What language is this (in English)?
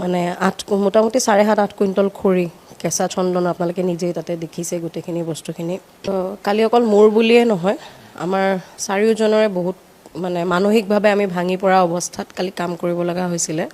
Assamese